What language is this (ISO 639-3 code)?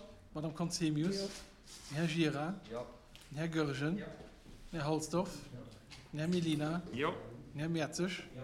ltz